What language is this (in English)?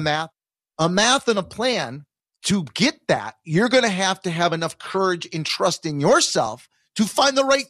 English